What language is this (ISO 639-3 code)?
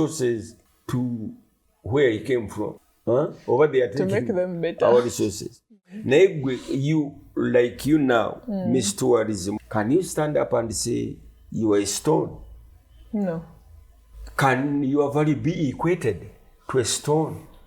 lug